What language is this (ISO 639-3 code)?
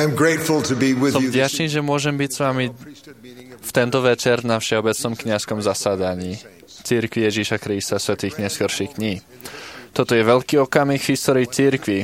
slk